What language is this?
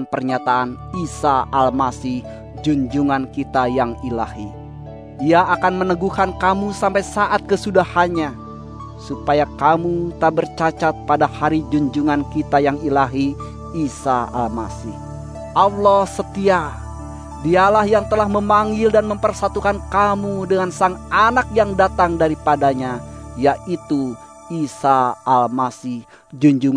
Indonesian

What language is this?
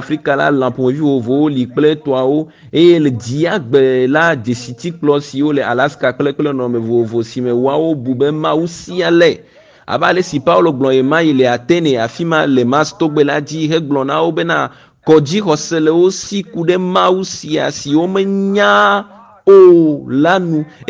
Ewe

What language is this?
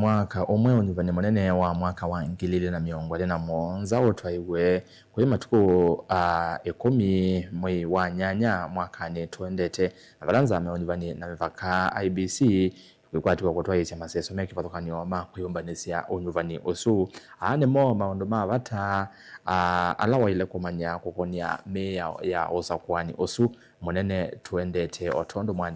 Kamba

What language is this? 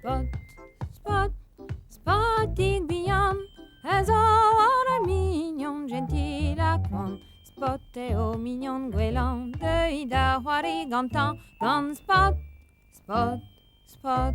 Breton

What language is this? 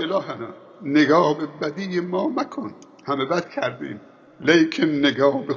Persian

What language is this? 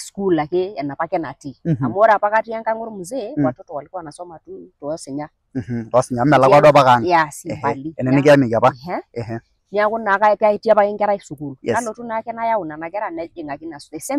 Masai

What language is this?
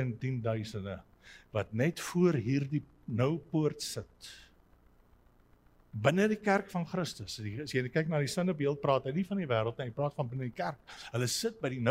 Afrikaans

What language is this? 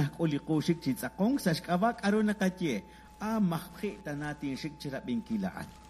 Kekchí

